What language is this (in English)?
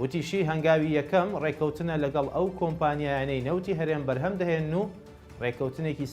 Central Kurdish